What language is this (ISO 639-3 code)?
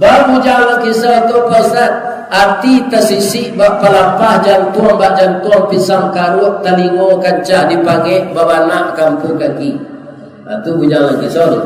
min